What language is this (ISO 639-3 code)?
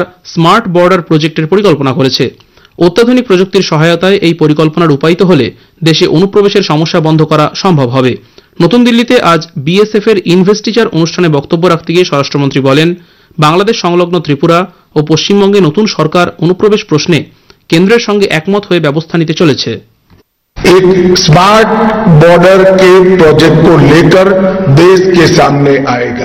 ben